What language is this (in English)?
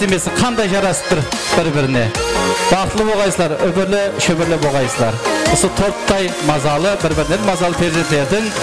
Kara-Kalpak